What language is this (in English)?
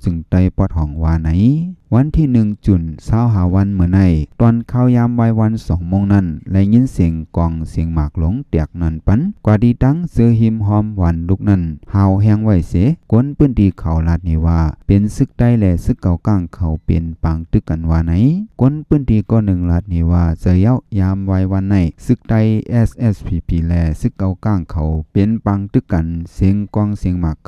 Shan